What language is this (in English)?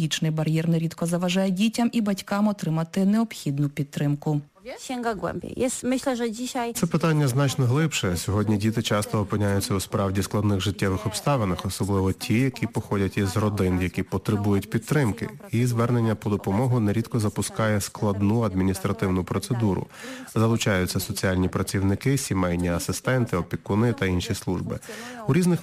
Ukrainian